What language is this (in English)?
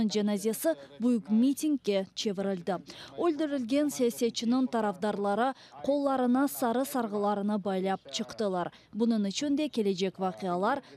Crimean Tatar